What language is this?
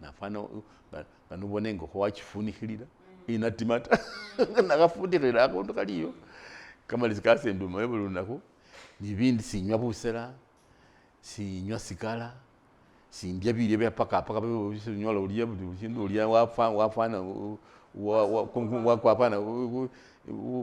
Masaaba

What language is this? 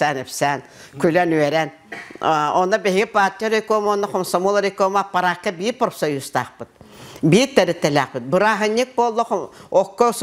Yakut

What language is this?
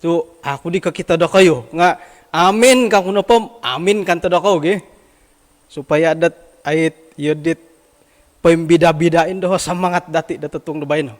Central Dusun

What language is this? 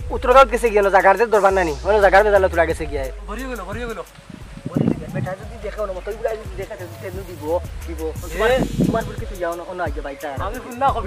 Sylheti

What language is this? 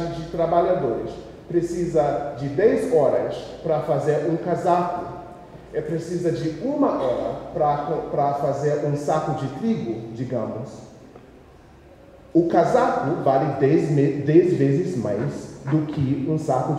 Portuguese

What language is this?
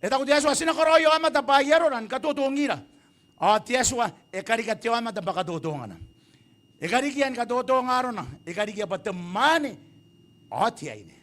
Gilbertese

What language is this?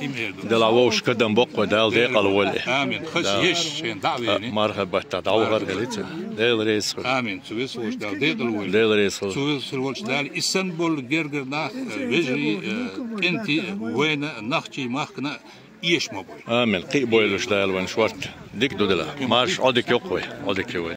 Chechen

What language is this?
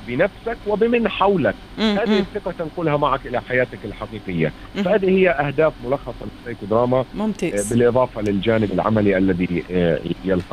Tunisian Arabic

